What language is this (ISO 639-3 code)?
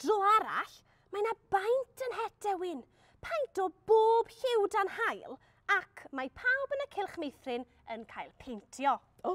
cym